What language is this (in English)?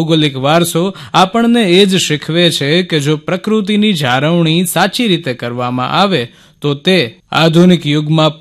Gujarati